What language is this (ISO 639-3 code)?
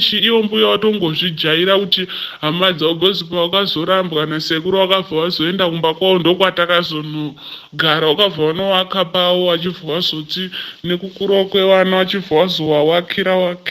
sna